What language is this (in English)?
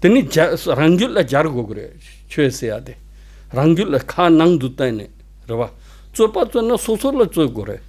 Tibetan